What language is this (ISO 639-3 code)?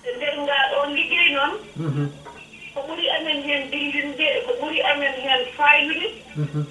ful